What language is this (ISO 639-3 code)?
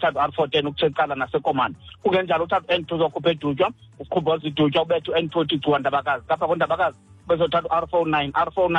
xho